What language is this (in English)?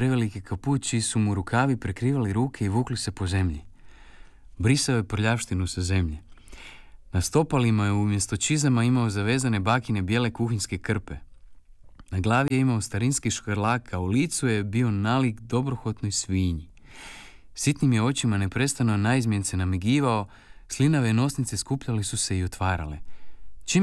Croatian